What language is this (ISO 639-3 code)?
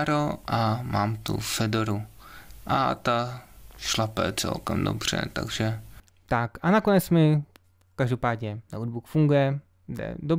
ces